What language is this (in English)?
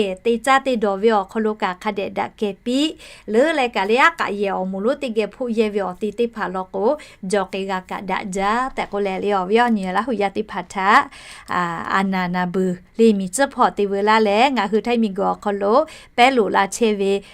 Lahu